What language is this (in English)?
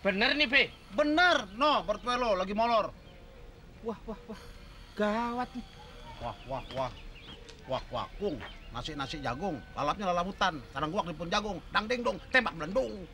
Betawi